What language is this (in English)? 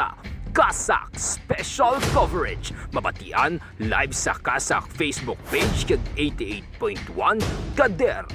Hiligaynon